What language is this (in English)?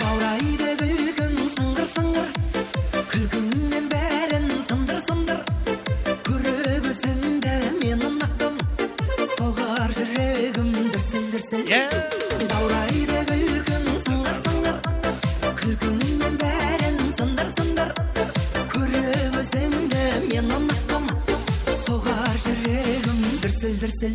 Kara-Kalpak